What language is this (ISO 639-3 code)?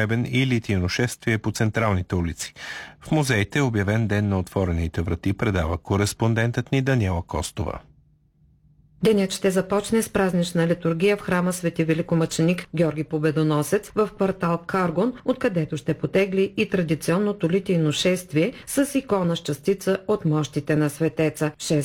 bul